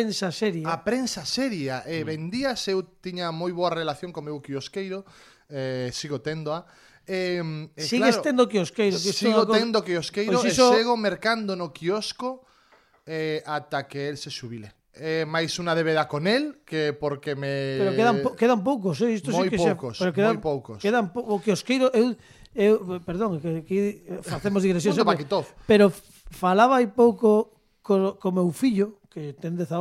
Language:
Galician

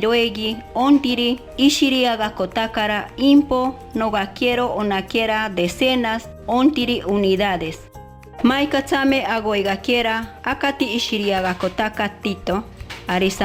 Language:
Machiguenga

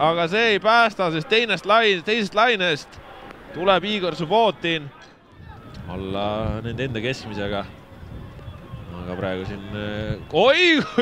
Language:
Estonian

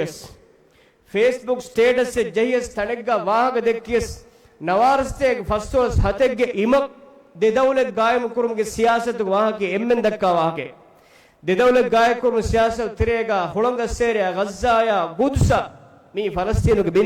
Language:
Divehi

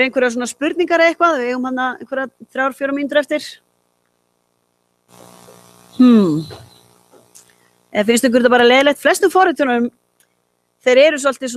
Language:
Icelandic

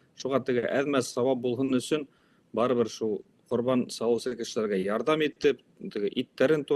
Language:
Bashkir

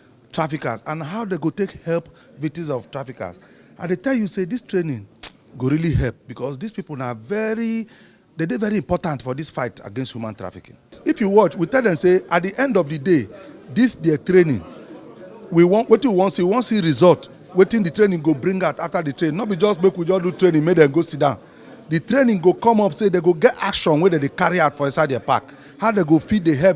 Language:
Nigerian Pidgin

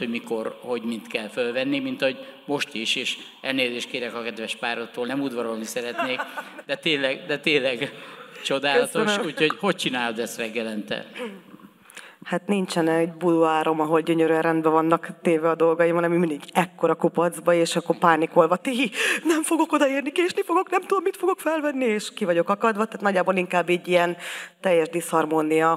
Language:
Hungarian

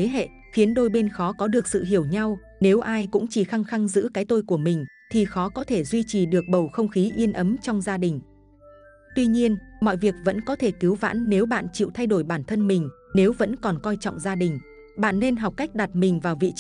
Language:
Vietnamese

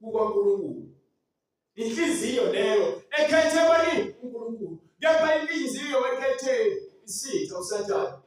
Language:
Zulu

